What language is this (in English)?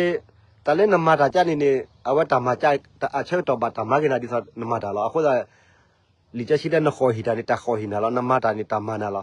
S'gaw Karen